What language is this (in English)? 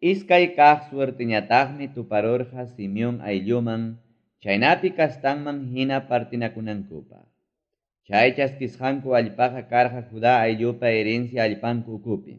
Ayacucho Quechua